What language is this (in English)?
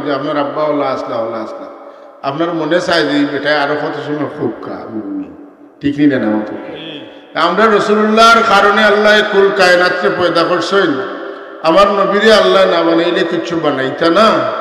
Sylheti